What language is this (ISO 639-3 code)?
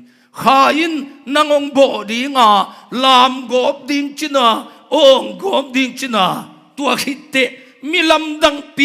ctd